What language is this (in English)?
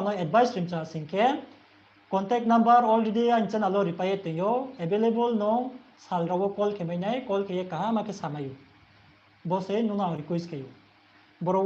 Riang (India)